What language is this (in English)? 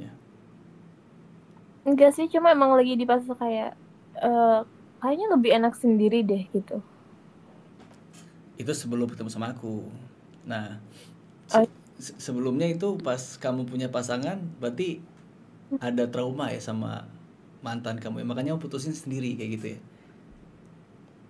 Indonesian